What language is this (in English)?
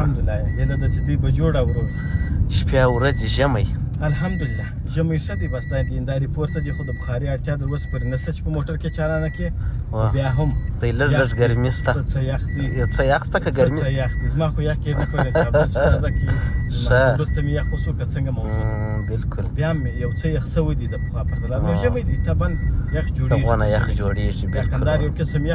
Pashto